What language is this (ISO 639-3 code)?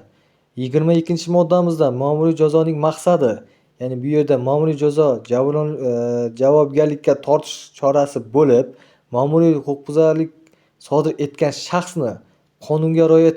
uzb